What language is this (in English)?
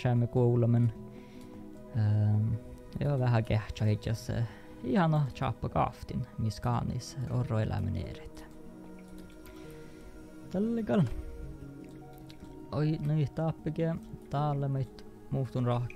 Northern Sami